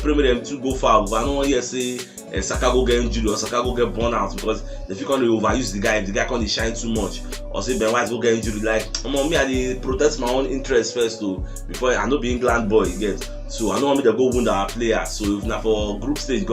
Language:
Nigerian Pidgin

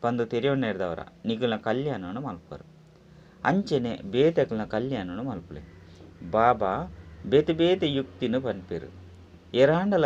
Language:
Tulu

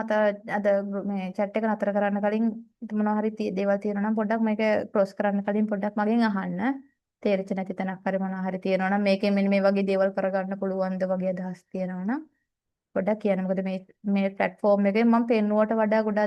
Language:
Sinhala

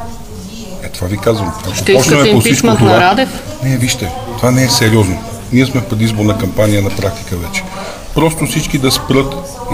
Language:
Bulgarian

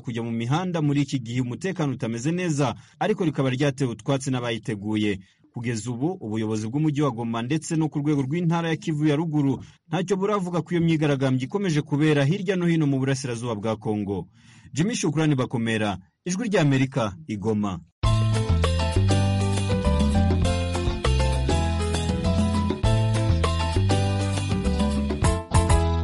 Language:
Kinyarwanda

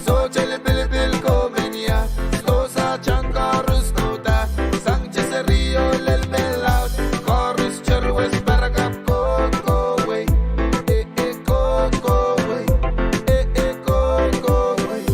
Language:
Pohnpeian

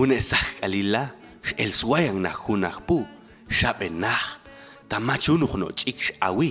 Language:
Popti'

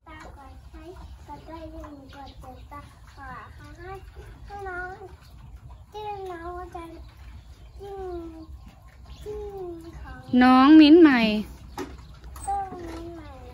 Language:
Thai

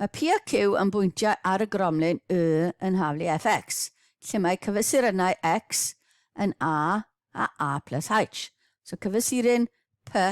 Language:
Welsh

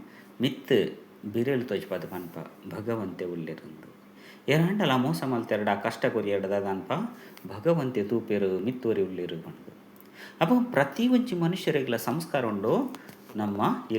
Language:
Tulu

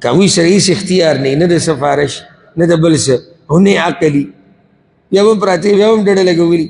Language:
Pashto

